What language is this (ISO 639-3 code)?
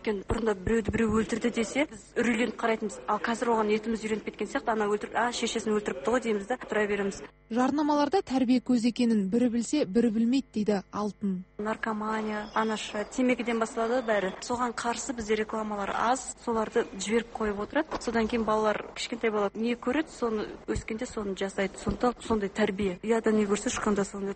kaz